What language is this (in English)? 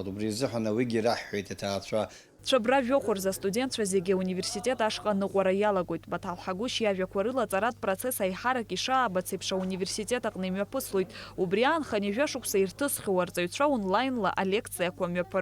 Abkhazian